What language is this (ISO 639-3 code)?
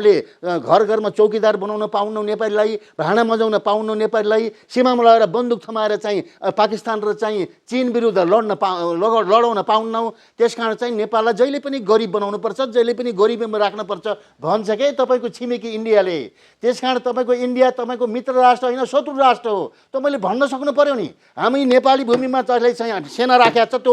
nep